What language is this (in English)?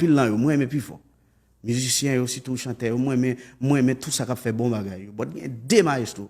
Haitian Creole